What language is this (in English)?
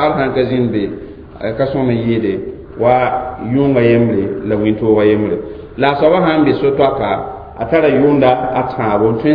Mossi